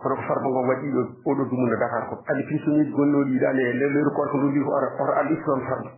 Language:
Fula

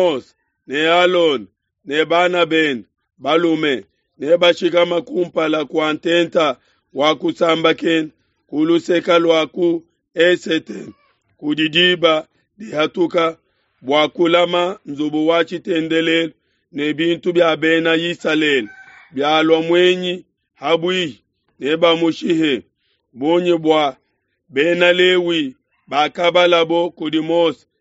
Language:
Luba-Lulua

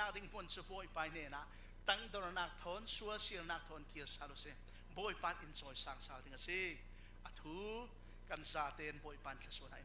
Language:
Falam Chin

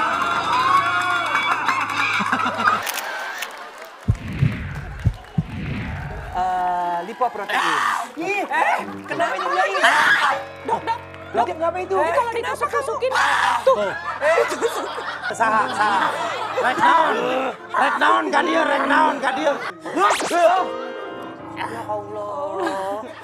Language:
Indonesian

